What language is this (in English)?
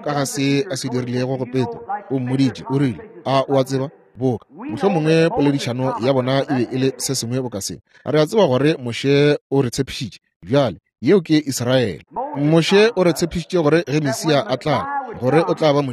Northern Sotho